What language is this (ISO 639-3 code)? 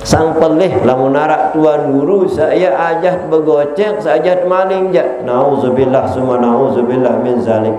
sas